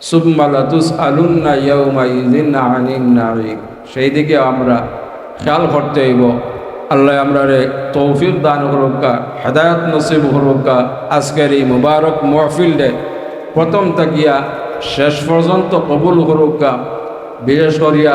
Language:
Sylheti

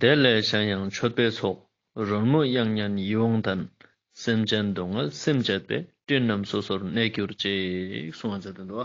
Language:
Ladakhi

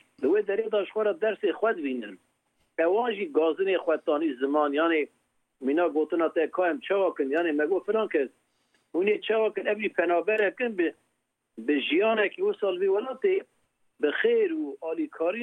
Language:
Kurdish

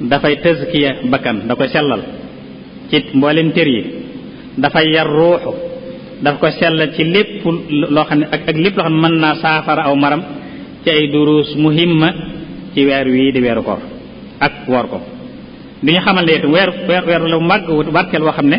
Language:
Wolof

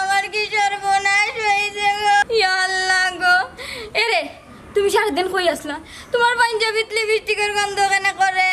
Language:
Sylheti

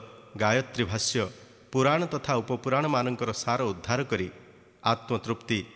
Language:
Odia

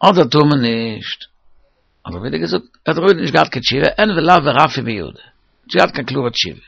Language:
Yiddish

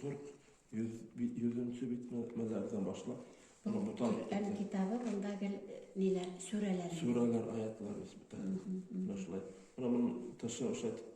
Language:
Bashkir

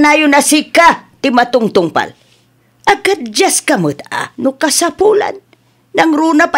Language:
Iloko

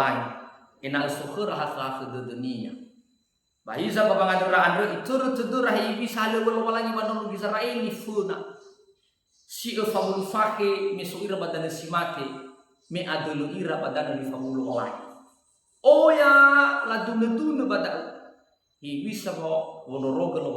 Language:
Nias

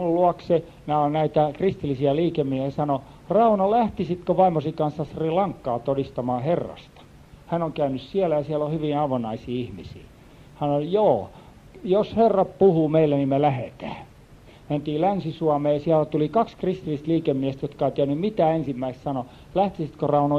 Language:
Finnish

